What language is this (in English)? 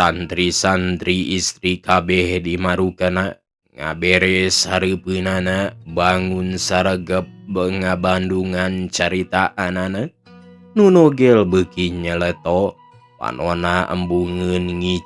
Sundanese